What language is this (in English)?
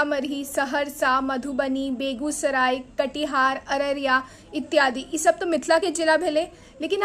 Maithili